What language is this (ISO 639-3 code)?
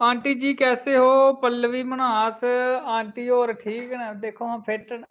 doi